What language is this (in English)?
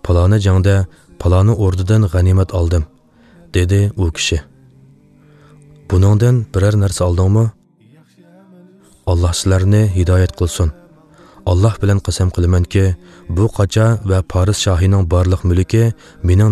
Uyghur